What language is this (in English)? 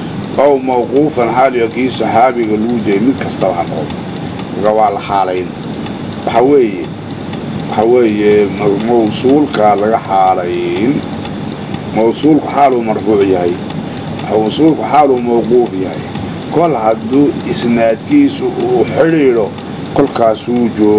Somali